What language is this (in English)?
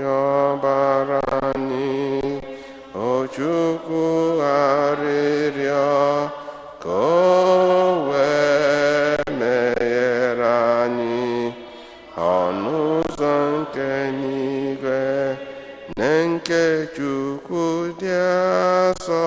Igbo